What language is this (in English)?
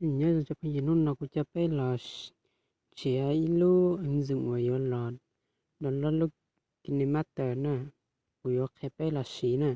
Hmong